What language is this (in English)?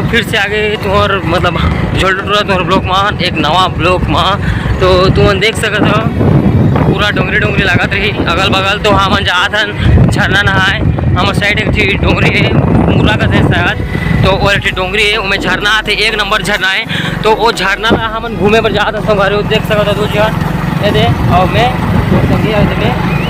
Chhattisgarhi